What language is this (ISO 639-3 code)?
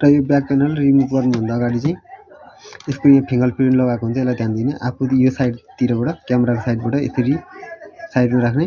nep